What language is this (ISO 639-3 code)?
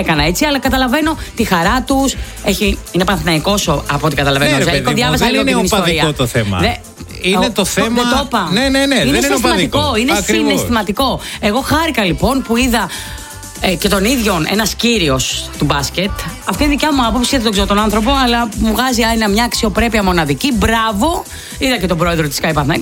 ell